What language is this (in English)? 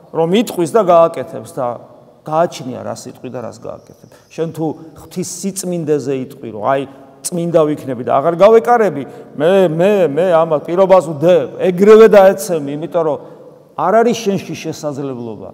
Georgian